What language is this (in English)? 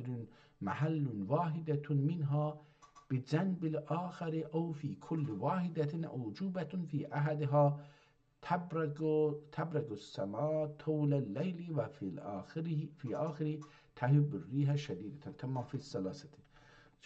South Azerbaijani